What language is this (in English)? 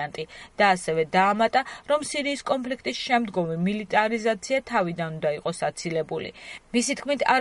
Georgian